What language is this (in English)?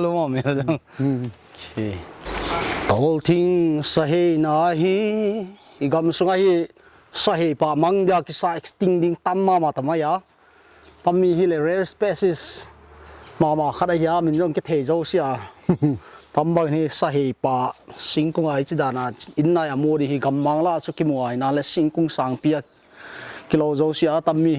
Paite Chin